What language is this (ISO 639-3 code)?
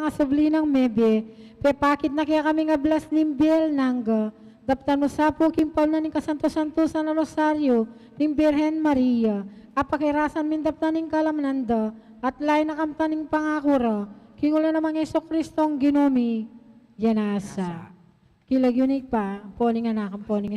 pam